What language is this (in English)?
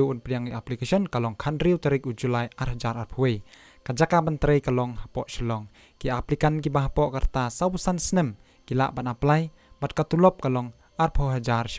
Khasi